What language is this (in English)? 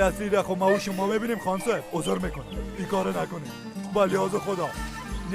Persian